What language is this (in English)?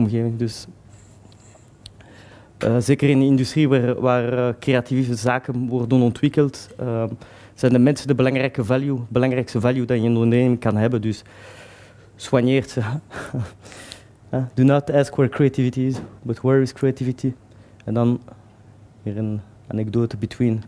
Dutch